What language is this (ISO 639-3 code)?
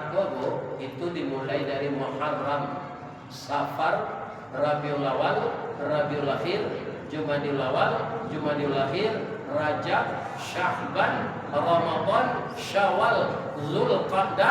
min